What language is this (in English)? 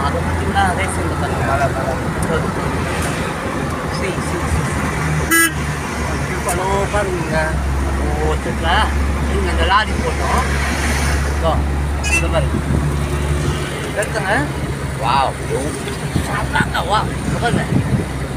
Tamil